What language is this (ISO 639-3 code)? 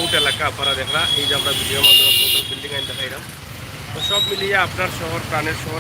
syl